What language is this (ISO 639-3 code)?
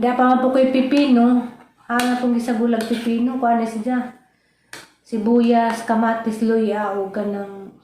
ceb